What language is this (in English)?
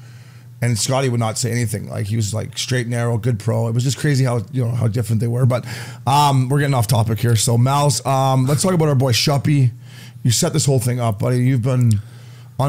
English